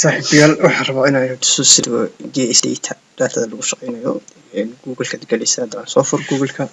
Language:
Somali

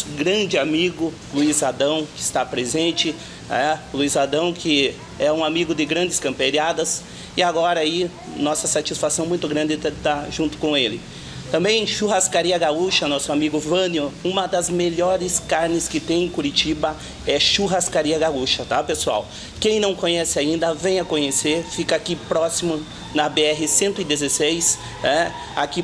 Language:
Portuguese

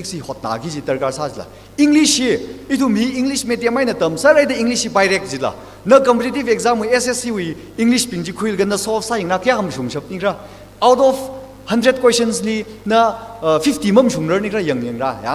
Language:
Tangkhul Naga (India)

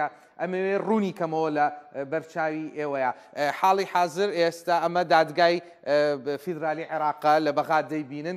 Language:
Central Kurdish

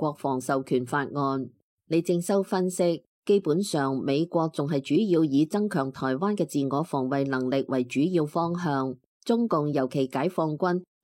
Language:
Cantonese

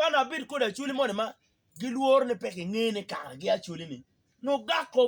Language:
Acoli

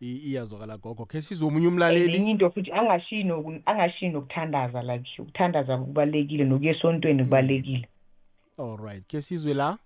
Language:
South Ndebele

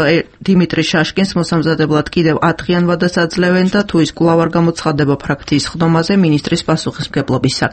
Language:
Georgian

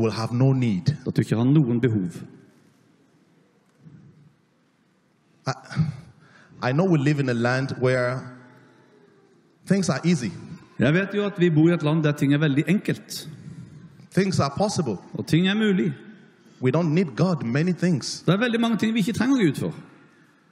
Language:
Norwegian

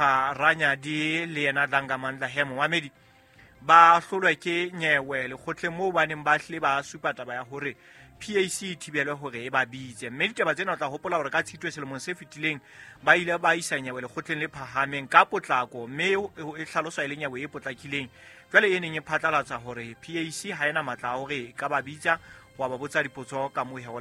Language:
Southern Sotho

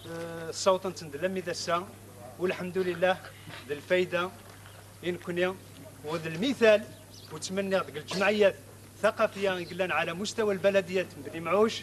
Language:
Kabyle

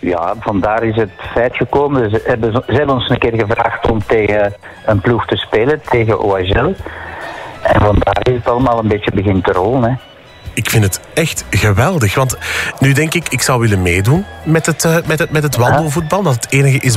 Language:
Dutch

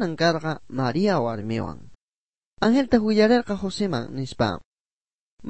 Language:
South Bolivian Quechua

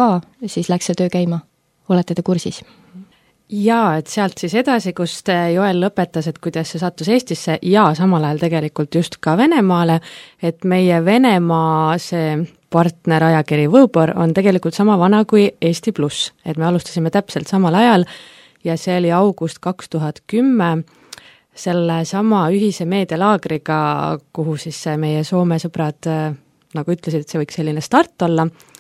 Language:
Estonian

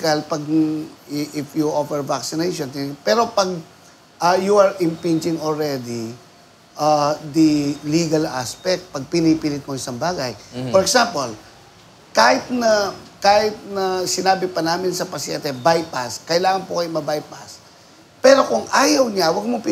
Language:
Filipino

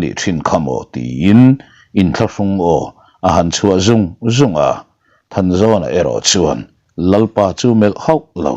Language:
Mizo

